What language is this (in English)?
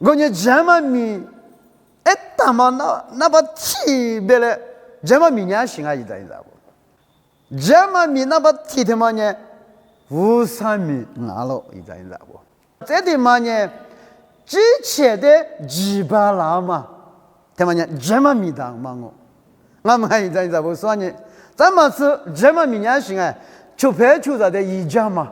Lisu